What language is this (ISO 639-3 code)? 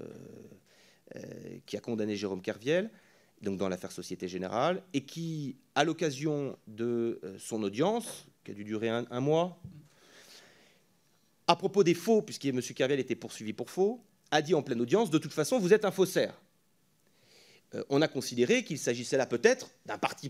fra